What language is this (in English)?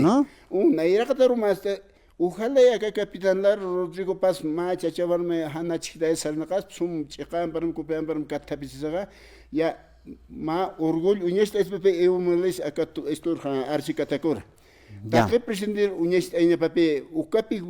Aymara